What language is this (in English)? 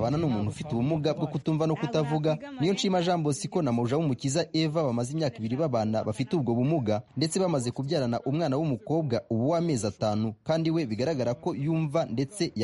Kinyarwanda